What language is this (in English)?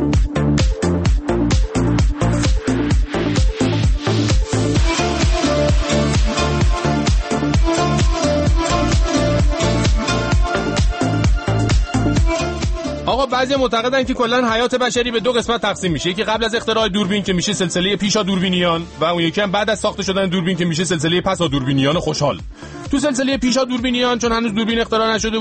Persian